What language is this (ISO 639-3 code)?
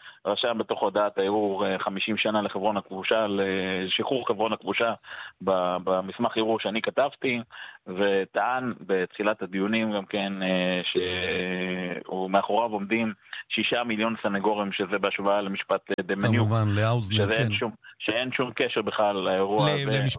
heb